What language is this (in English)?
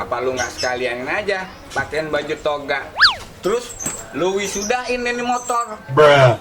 Betawi